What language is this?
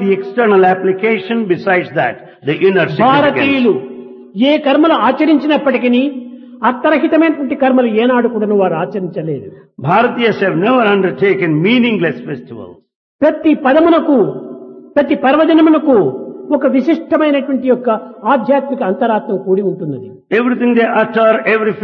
Telugu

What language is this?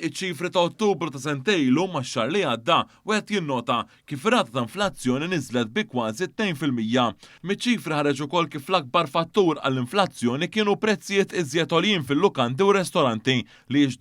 Maltese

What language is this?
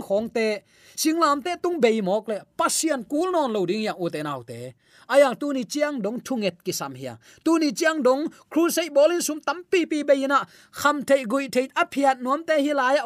Tedim Chin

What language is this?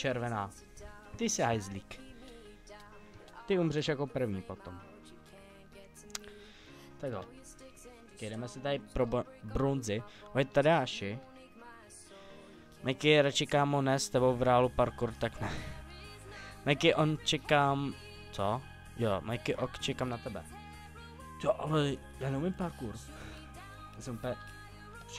Czech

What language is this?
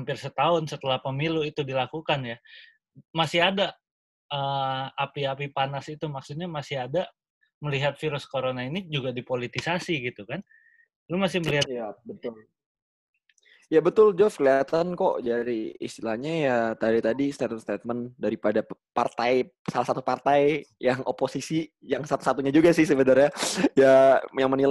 Indonesian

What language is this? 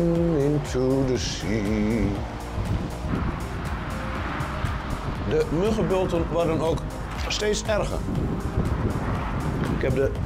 Dutch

